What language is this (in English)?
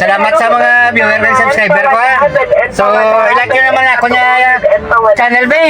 Hiligaynon